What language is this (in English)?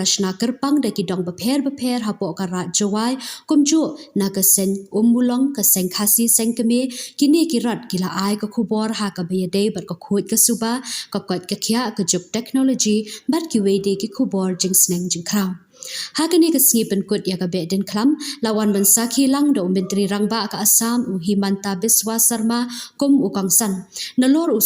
Khasi